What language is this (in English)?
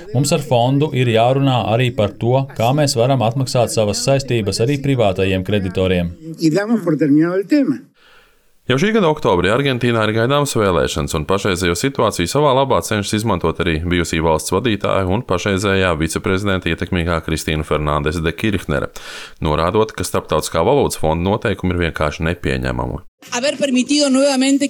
Latvian